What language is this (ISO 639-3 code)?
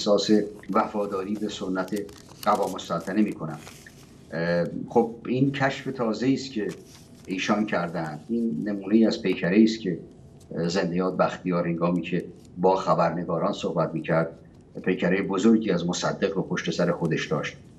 fas